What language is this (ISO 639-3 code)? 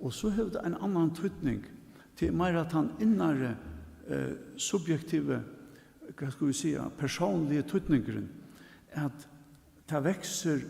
fao